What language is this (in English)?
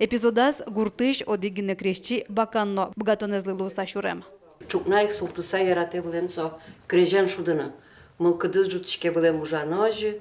Udmurt